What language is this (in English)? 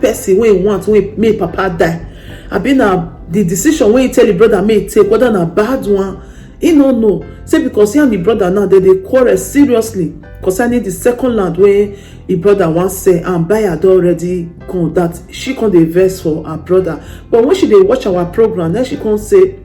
Nigerian Pidgin